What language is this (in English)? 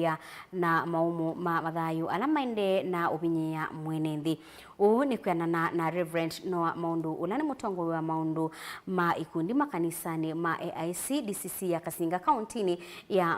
Kamba